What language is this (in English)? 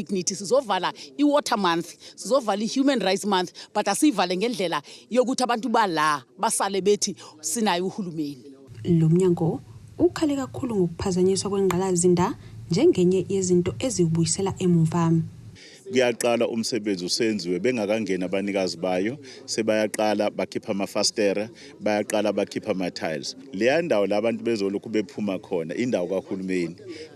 Zulu